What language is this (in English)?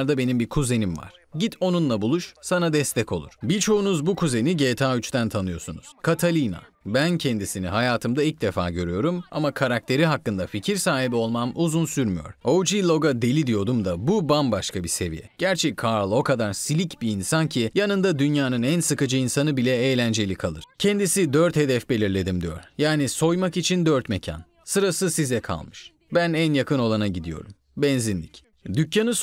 Turkish